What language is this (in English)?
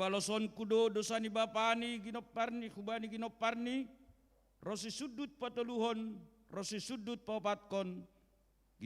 Batak Simalungun